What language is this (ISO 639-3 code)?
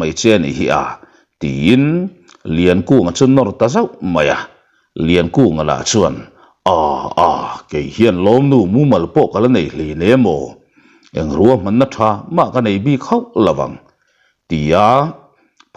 lus